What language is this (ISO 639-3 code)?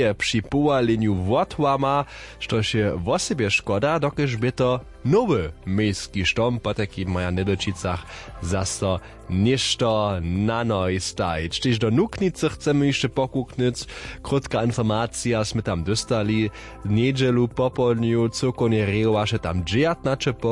hsb